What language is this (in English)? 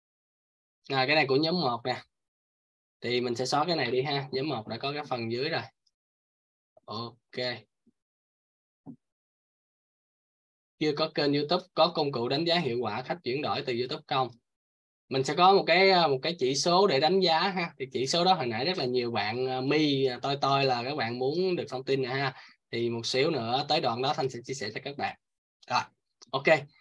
Vietnamese